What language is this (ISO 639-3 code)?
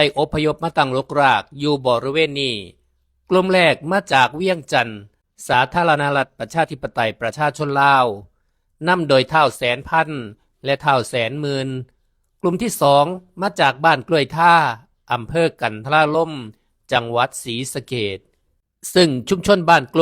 lao